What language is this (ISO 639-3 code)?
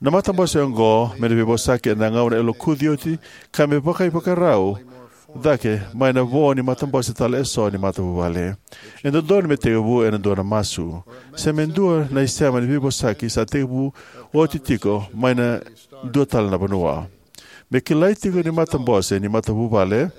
fij